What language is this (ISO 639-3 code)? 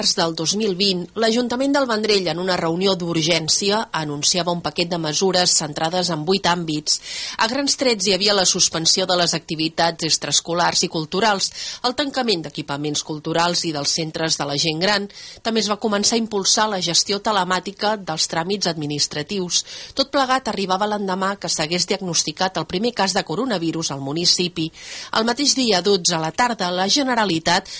cat